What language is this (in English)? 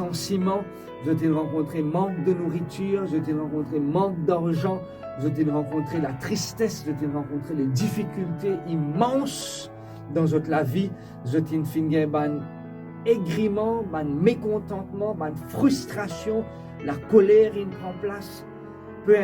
Morisyen